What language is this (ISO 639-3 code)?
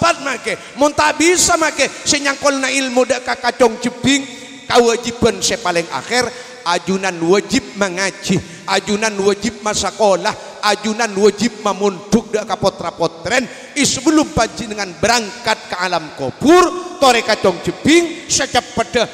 mad